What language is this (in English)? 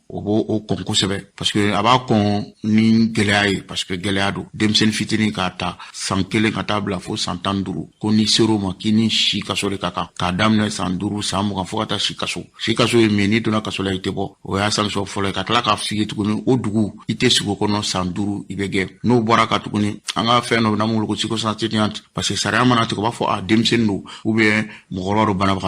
Bambara